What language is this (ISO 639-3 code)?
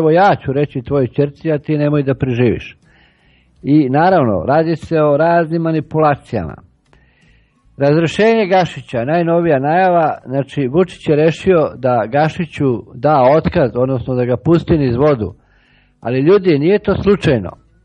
srp